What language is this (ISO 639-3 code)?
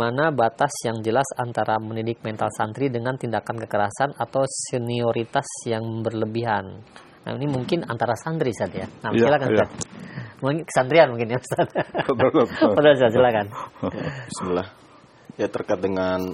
ind